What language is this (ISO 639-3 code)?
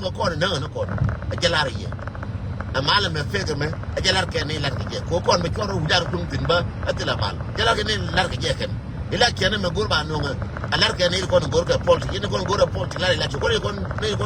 nus